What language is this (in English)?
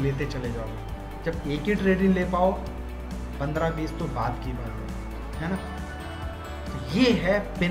Hindi